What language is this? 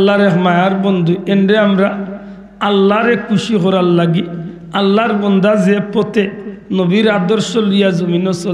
Sylheti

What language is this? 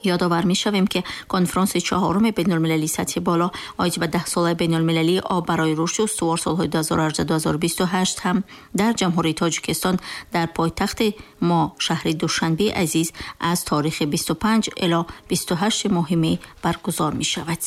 Tajik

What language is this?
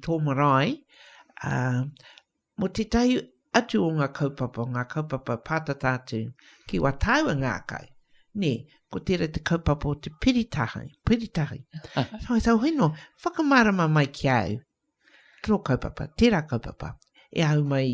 Māori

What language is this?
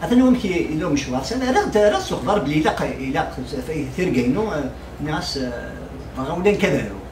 Kabyle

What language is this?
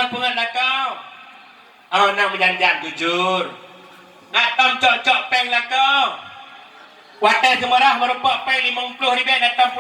Achinese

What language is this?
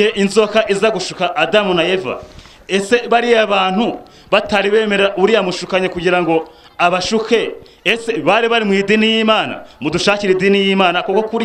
Kinyarwanda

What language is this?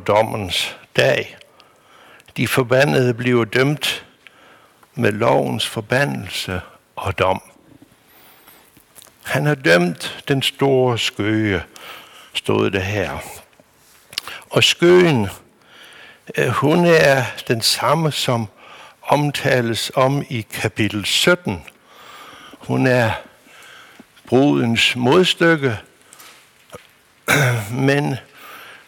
Danish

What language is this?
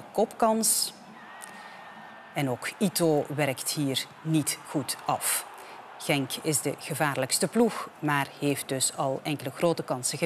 Dutch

